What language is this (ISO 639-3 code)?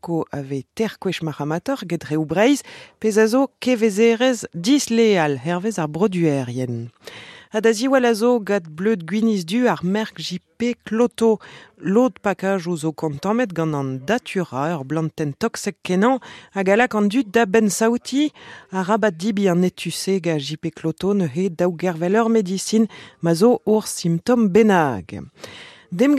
bre